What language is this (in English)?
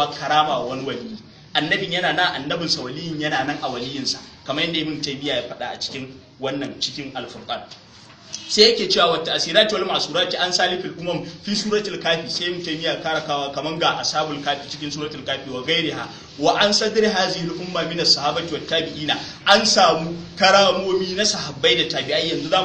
Hausa